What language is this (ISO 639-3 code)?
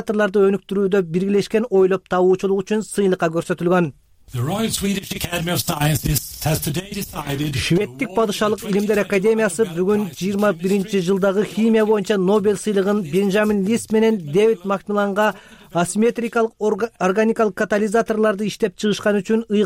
kir